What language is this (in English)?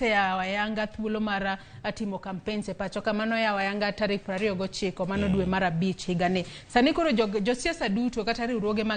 Luo (Kenya and Tanzania)